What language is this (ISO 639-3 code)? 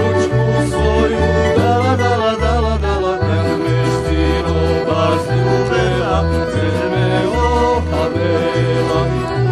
rue